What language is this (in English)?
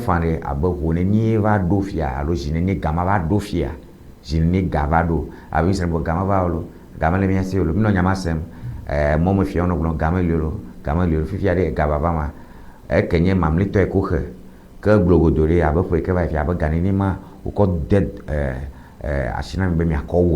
Ewe